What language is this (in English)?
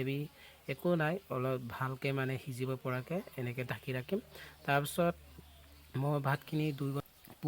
Assamese